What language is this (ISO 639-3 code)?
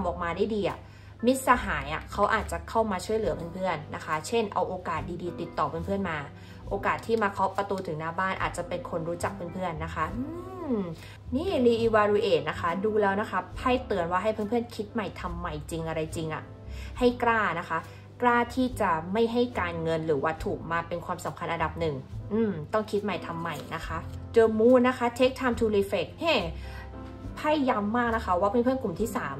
tha